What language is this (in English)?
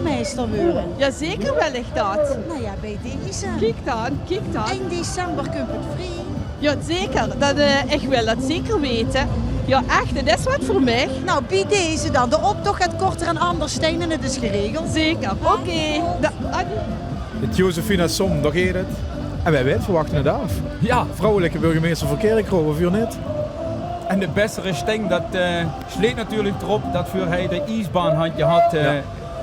Limburgish